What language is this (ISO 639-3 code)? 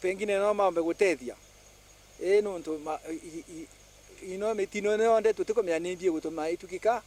mer